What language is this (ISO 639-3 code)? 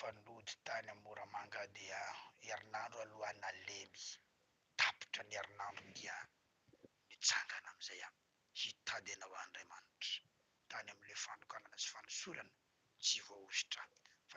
mlg